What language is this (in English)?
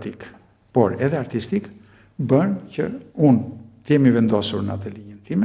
Albanian